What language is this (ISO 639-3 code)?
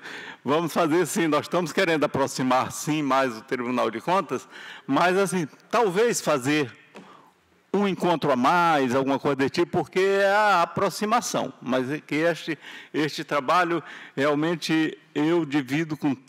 por